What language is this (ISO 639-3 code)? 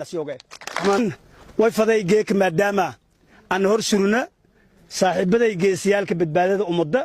som